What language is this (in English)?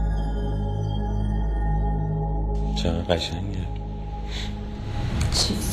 Persian